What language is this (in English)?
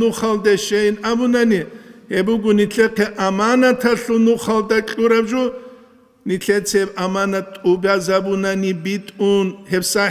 Avaric